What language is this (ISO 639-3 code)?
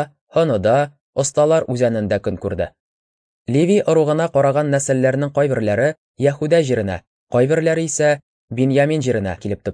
tat